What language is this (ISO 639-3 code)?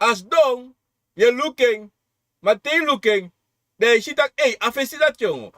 srn